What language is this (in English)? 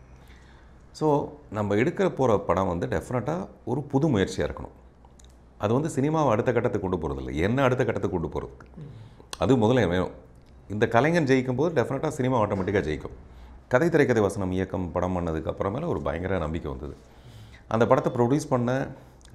Tamil